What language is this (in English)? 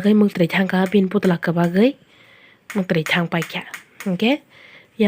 Kok Borok